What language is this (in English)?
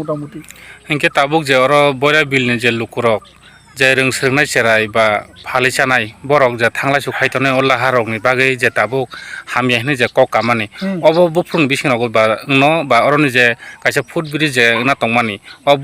Kok Borok